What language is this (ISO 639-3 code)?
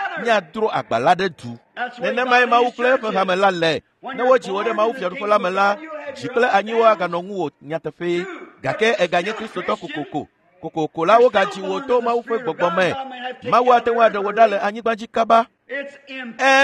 ewe